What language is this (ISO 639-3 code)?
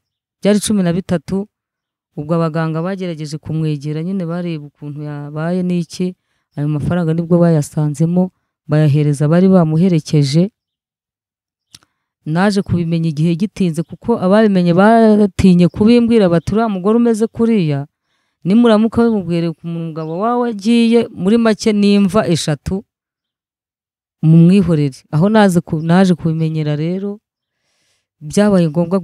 kin